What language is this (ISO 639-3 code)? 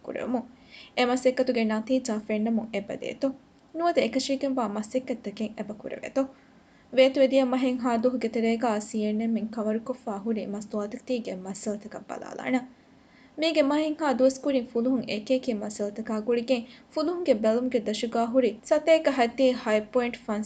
div